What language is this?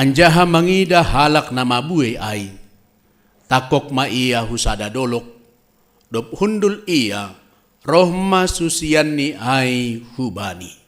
Batak Simalungun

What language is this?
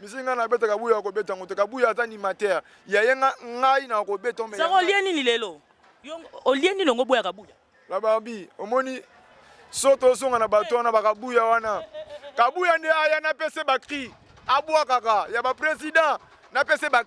Lingala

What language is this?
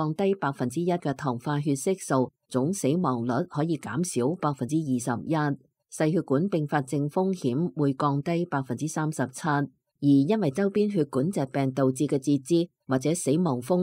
Cantonese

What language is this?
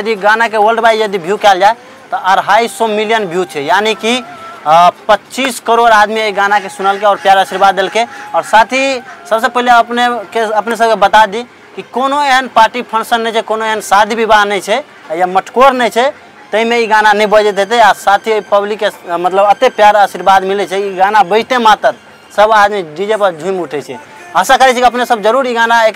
Maithili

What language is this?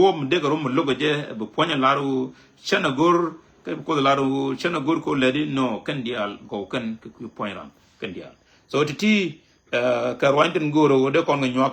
Nuer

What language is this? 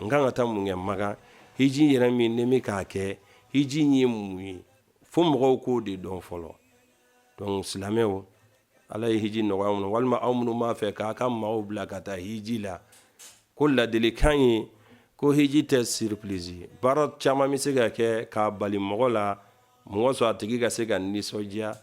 Bambara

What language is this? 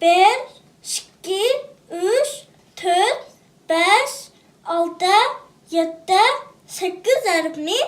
Uyghur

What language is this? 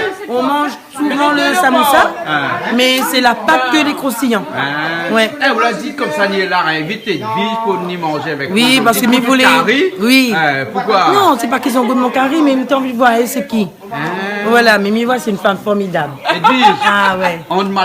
Réunion Creole French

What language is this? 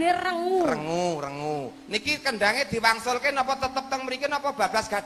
Javanese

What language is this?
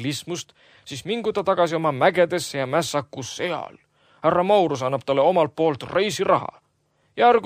Estonian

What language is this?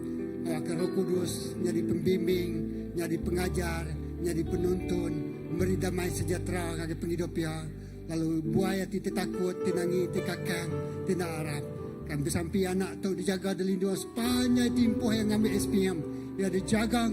Iban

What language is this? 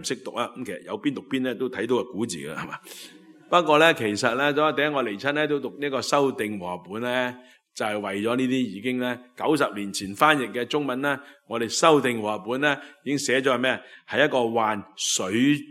Cantonese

